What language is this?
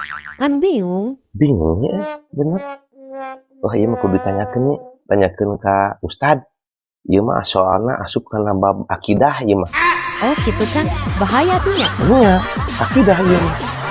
Sundanese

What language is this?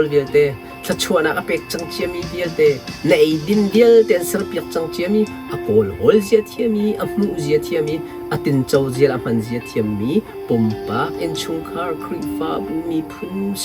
Hakha Chin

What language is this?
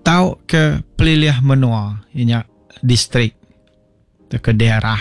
Iban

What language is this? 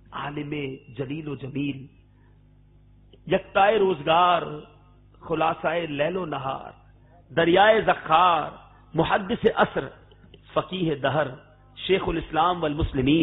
Urdu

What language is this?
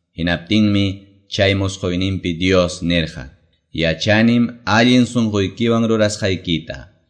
Quechua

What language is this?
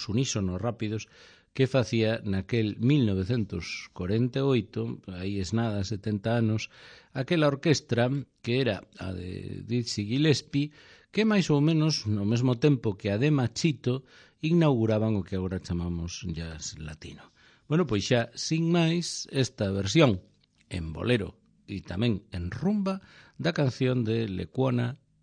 Galician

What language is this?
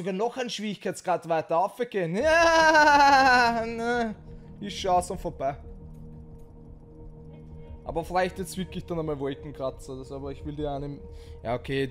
German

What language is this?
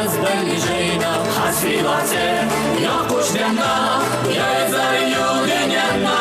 Chechen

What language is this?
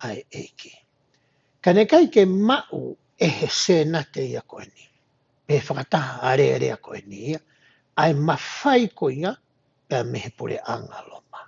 Tongan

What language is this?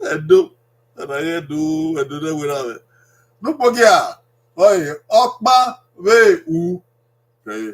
Bini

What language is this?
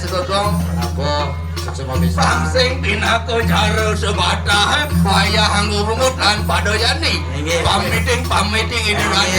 Balinese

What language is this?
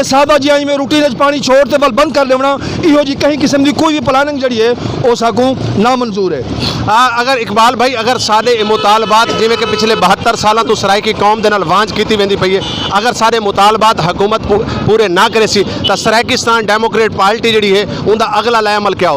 Saraiki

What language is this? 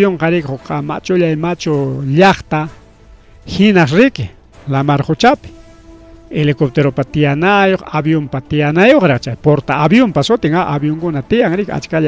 Ayacucho Quechua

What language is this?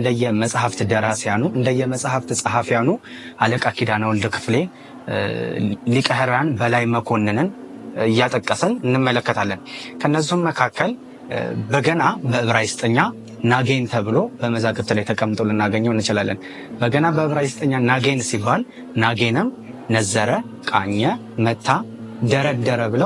Amharic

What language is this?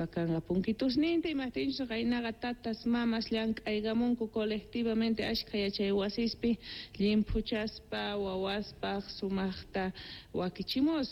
South Bolivian Quechua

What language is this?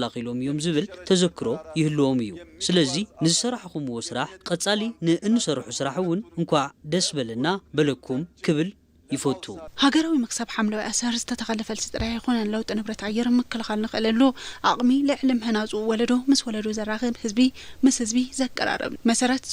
Tigrinya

